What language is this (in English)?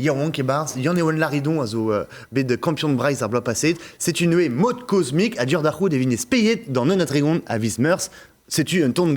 Breton